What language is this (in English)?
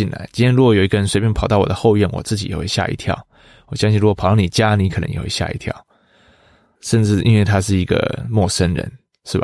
Chinese